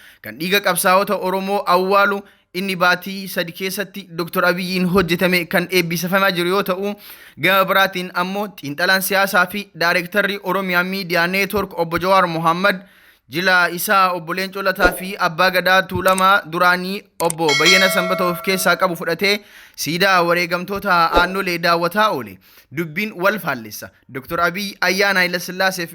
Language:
Oromo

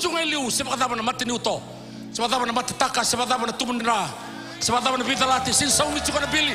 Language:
Fijian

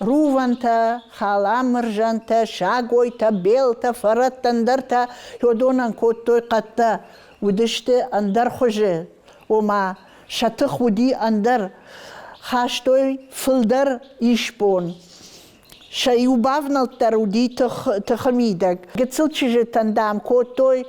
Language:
Ossetic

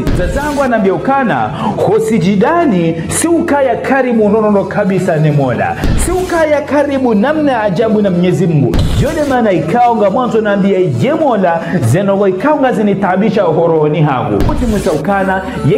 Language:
Ngazidja Comorian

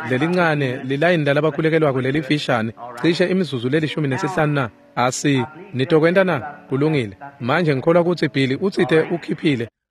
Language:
Swati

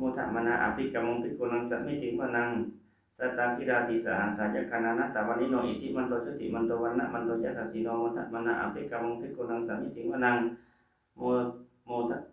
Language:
Pali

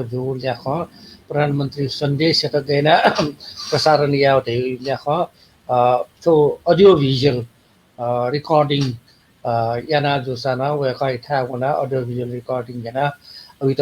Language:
Newari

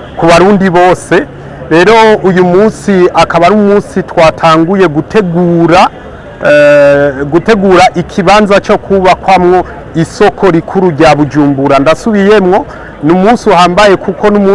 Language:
Rundi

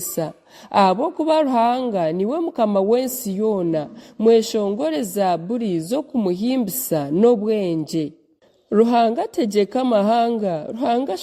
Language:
Nyankole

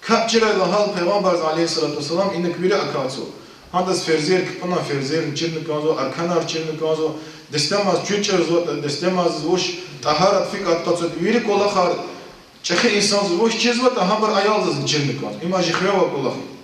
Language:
Lezghian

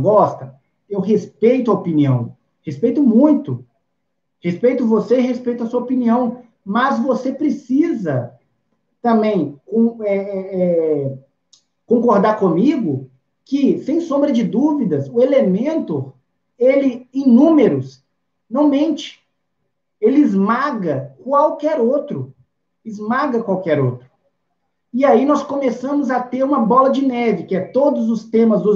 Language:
Portuguese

